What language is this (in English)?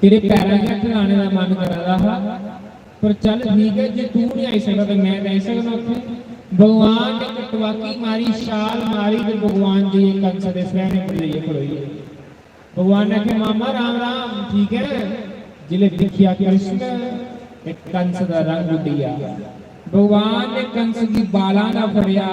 Dogri